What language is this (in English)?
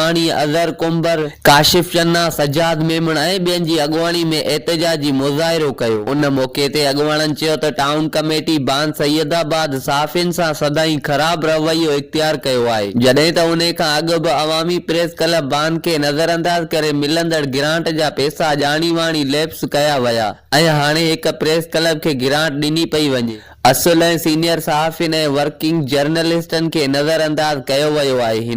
Sindhi